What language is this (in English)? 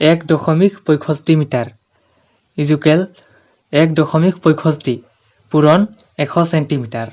Assamese